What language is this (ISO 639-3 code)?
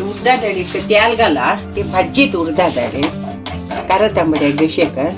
kok